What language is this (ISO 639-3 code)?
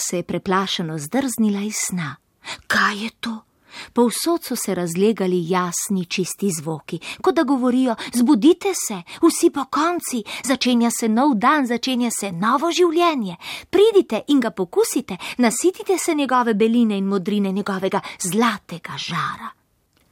slv